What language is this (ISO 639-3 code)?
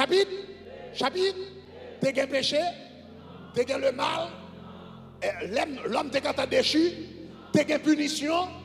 fra